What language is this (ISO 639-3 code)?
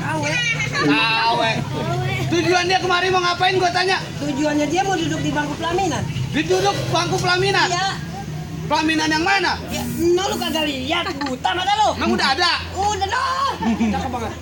bew